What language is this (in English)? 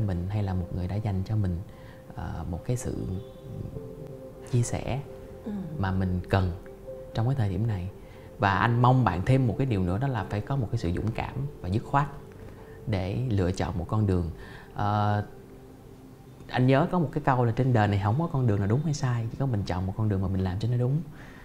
Vietnamese